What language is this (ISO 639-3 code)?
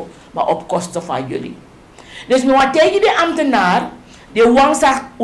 srn